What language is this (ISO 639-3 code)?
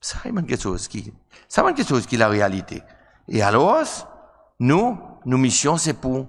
crs